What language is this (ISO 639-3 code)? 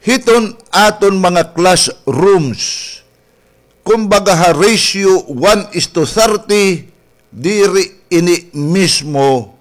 war